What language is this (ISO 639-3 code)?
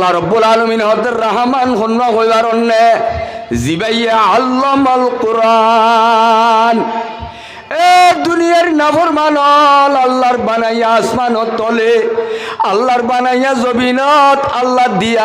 rhg